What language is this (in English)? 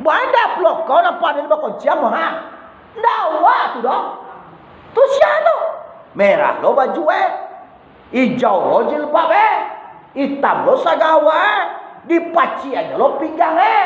Minangkabau